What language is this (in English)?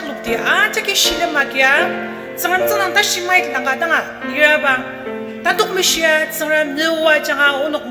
Ao Naga